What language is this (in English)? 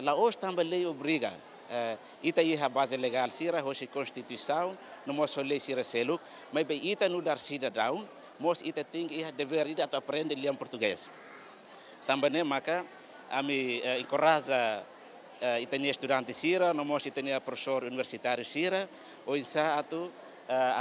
Tetum